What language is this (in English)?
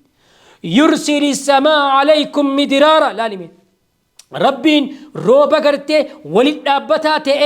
Oromo